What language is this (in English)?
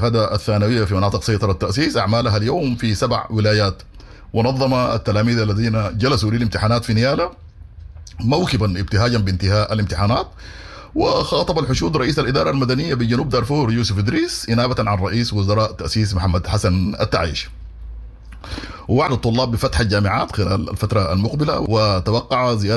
Sudanese Arabic